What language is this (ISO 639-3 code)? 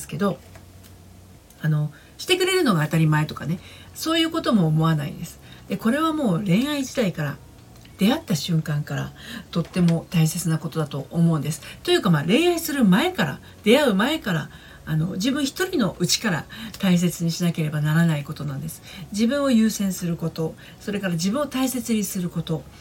jpn